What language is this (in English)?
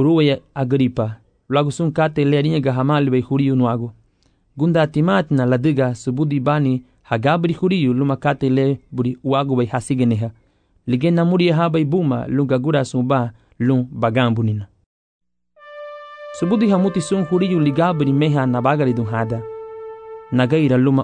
Garifuna